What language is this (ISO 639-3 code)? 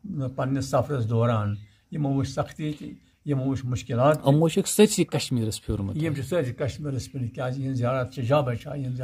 kas